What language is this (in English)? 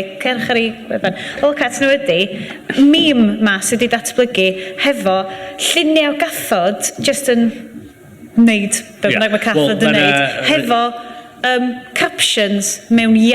Welsh